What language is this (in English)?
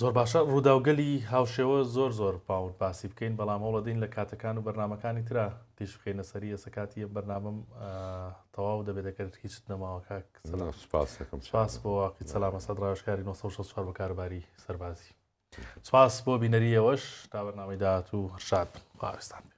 Central Kurdish